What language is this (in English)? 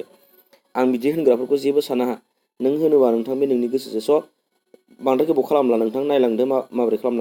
Bodo